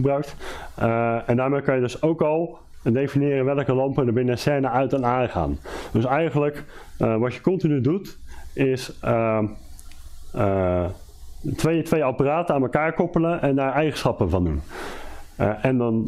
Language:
Dutch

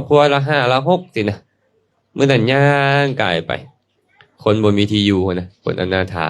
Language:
Lao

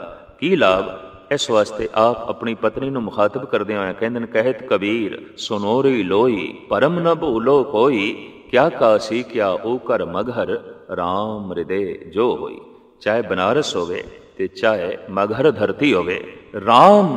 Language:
Punjabi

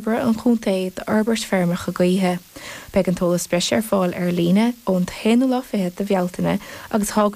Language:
Irish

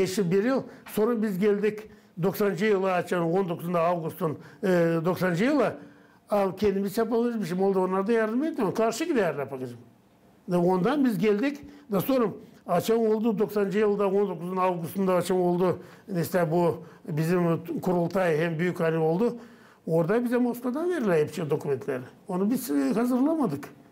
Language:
Gagauz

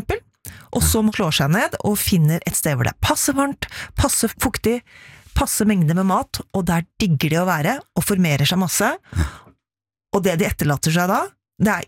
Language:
Norwegian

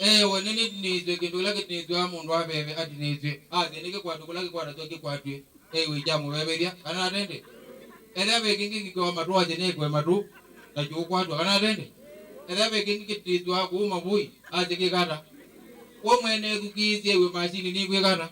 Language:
Kamba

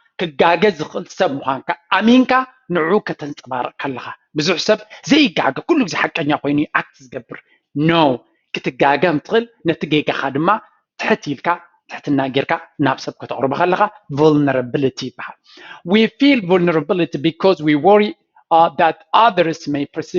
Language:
Tigrinya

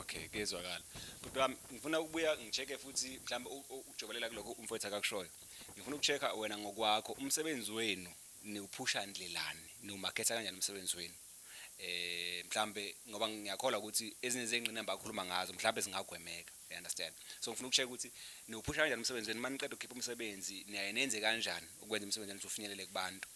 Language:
Zulu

